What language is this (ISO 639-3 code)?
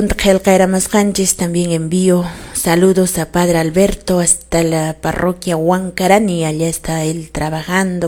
que